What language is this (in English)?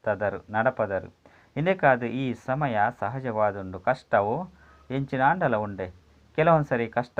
Tulu